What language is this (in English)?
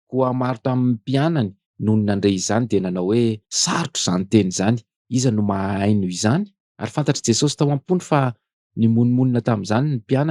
Malagasy